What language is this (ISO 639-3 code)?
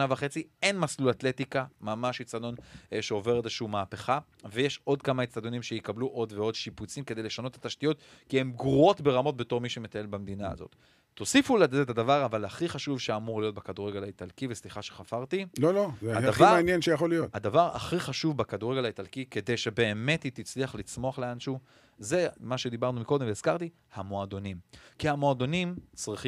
heb